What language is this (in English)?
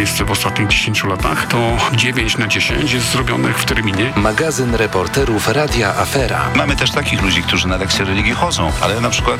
Polish